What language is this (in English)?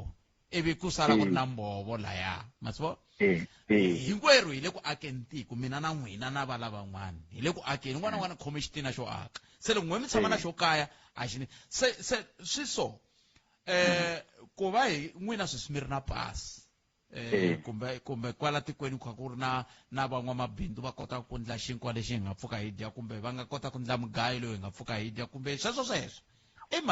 Tsonga